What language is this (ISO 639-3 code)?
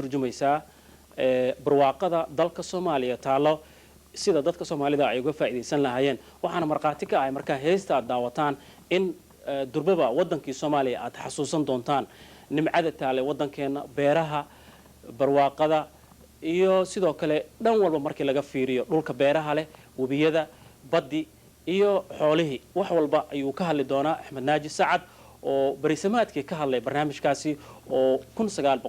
som